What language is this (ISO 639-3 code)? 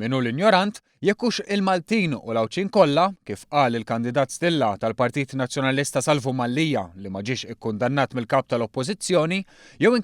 mlt